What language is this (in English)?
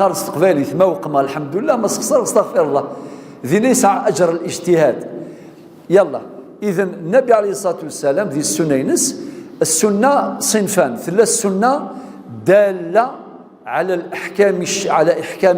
Kabyle